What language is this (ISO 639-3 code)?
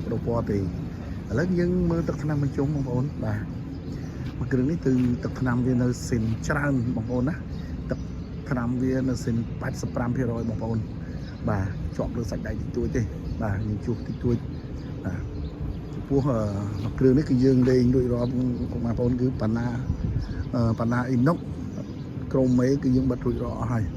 khm